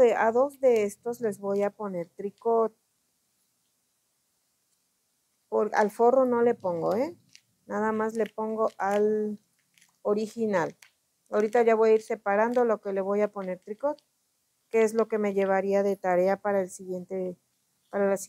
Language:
Spanish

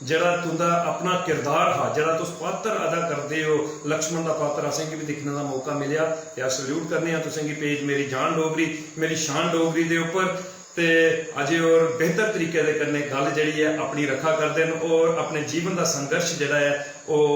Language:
Dogri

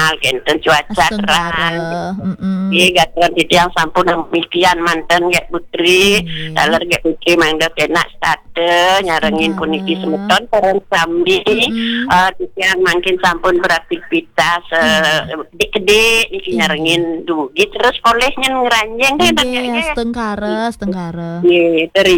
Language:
Balinese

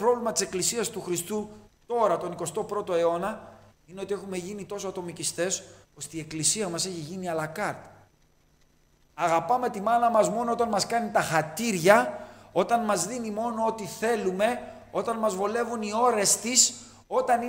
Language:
Greek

